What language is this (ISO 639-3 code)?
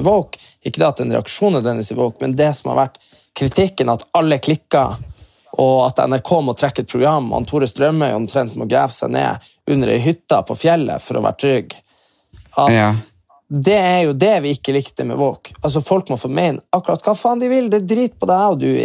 nor